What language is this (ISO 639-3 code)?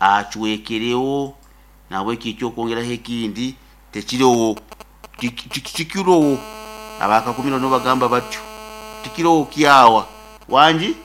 nyn